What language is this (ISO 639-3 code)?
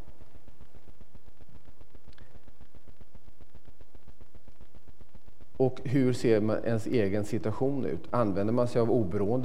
swe